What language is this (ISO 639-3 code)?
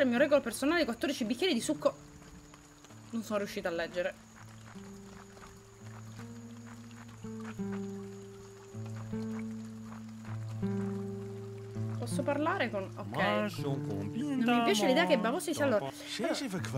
ita